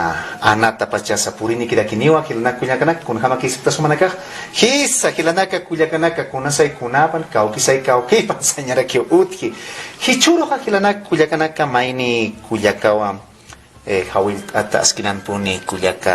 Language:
Aymara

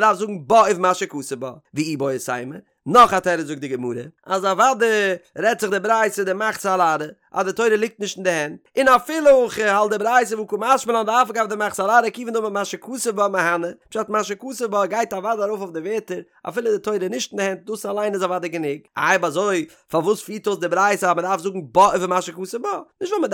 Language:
Yiddish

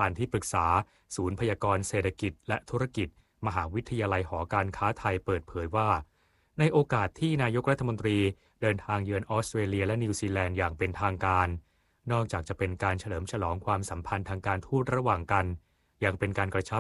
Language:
Thai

